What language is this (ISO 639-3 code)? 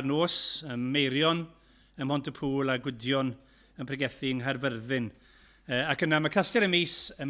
cym